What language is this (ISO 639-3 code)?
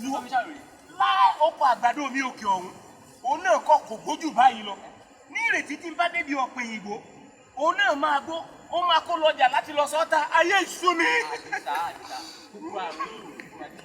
yor